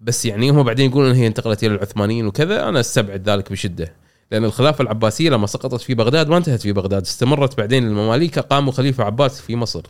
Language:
Gulf Arabic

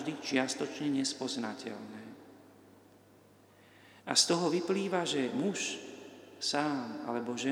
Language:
Slovak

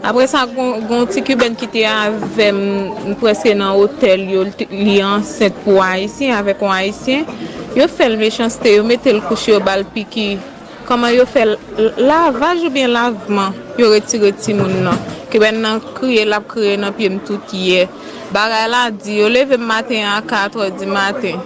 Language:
Haitian Creole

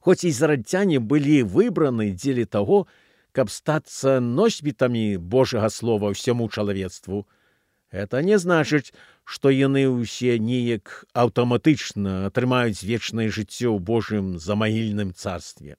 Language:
Belarusian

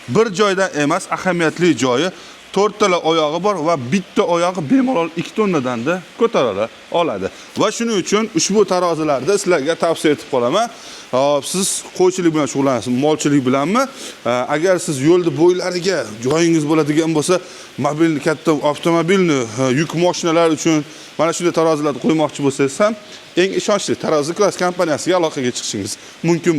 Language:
Uzbek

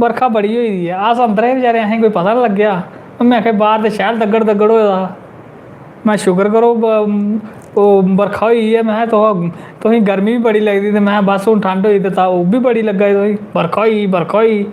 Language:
Dogri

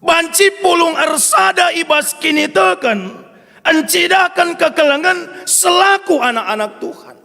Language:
Batak Karo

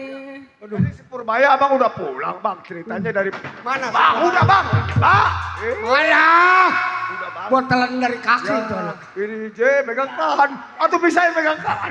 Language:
Betawi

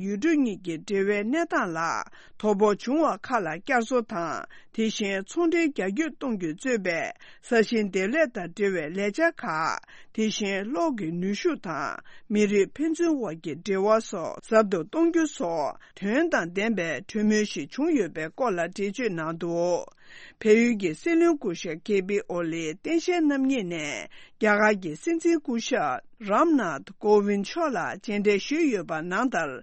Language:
Tibetan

